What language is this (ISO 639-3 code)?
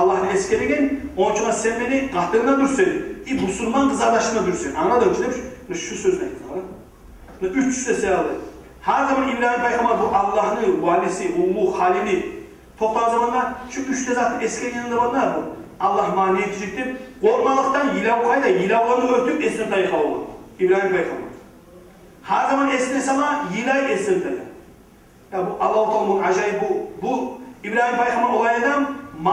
kum